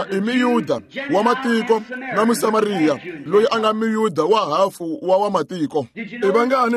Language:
Tsonga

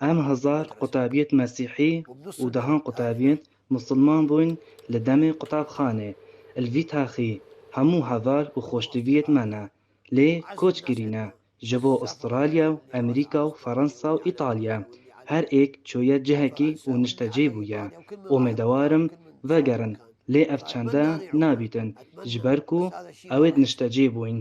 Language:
Kurdish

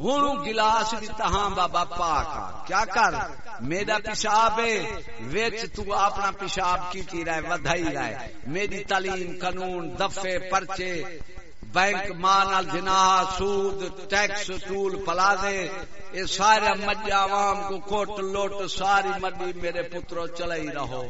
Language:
Saraiki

